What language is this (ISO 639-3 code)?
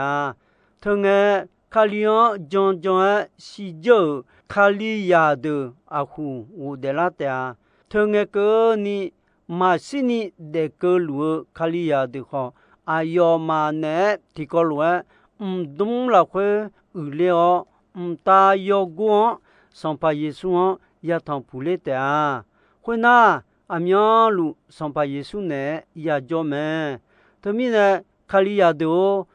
ahk